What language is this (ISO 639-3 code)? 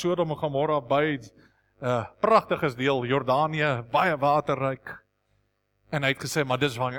afr